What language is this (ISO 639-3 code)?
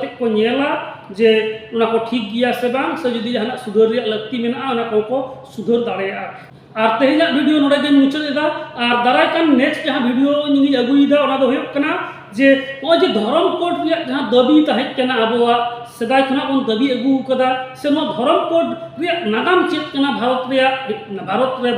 sat